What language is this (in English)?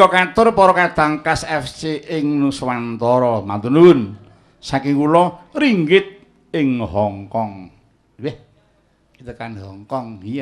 Javanese